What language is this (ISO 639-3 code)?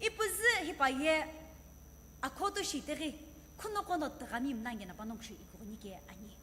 nsm